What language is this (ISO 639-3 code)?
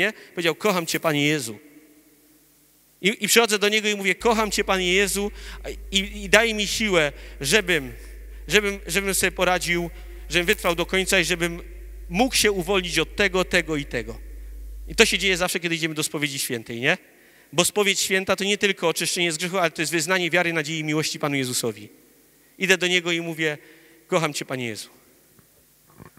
pol